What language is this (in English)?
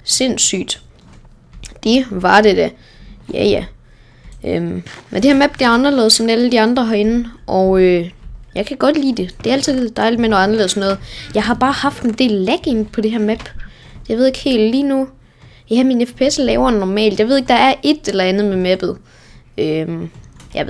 Danish